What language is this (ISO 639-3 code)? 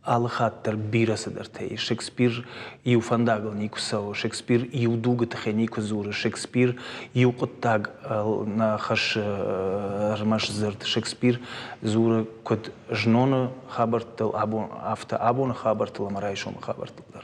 oss